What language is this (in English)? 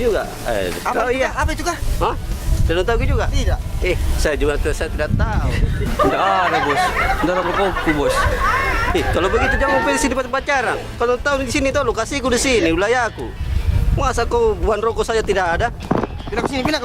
Makassar Malay